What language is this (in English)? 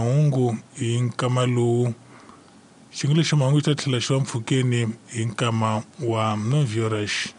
Tsonga